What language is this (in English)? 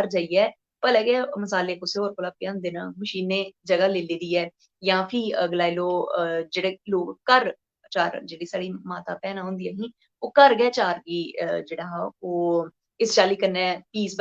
Dogri